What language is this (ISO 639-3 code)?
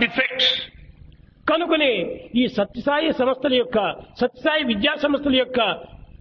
tel